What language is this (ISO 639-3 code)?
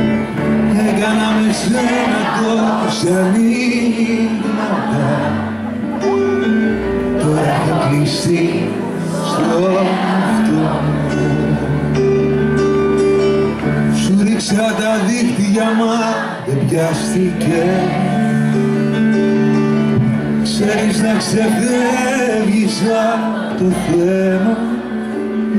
ell